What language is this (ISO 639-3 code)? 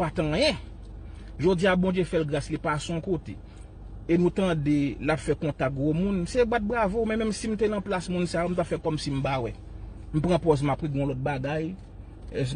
hat